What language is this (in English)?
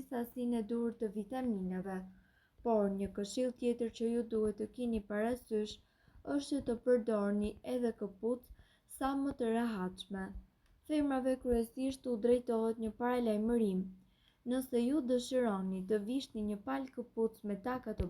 Albanian